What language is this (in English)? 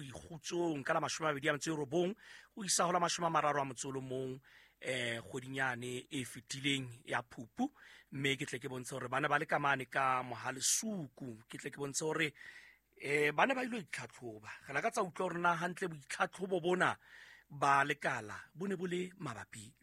Southern Sotho